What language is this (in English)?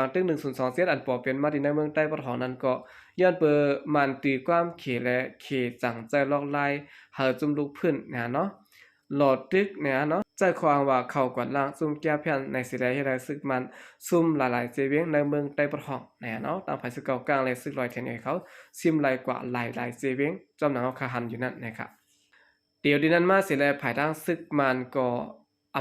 Shan